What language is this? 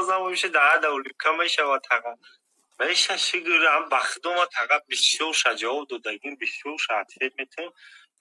Tajik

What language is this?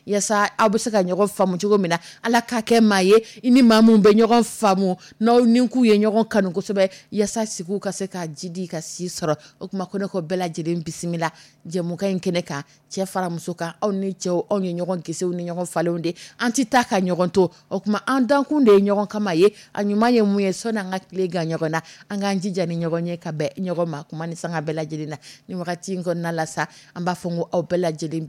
Dyula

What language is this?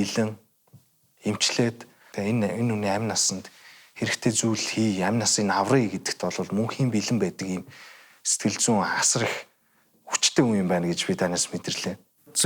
Mongolian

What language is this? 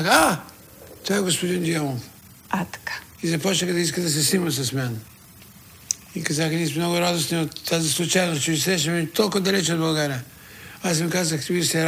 Bulgarian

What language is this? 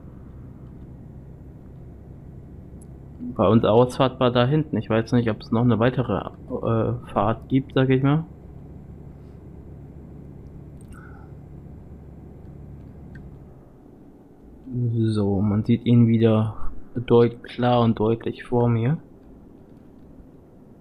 German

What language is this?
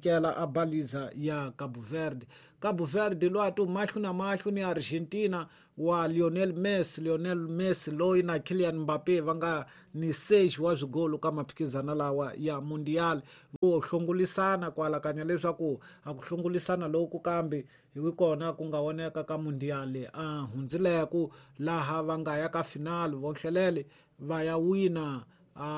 Tsonga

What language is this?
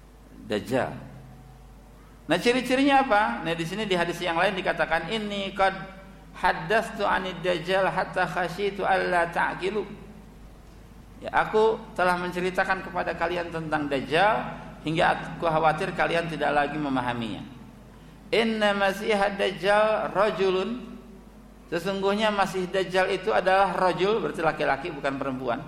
Indonesian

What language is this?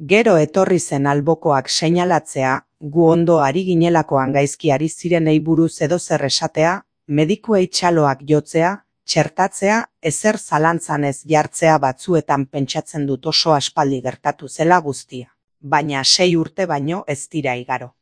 Basque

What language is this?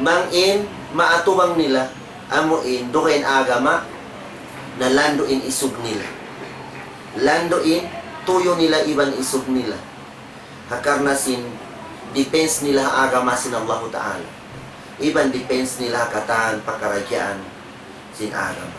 Tausug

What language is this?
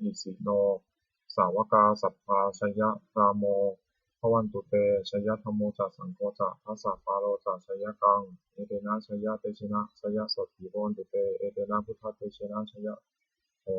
Pali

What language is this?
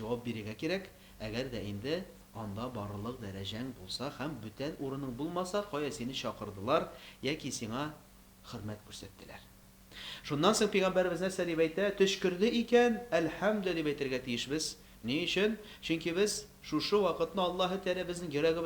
Tatar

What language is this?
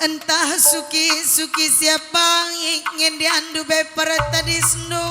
Batak Karo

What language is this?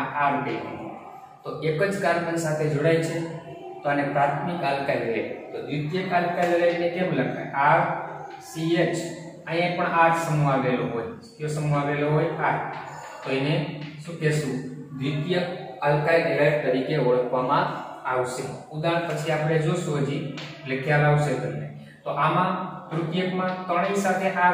Gujarati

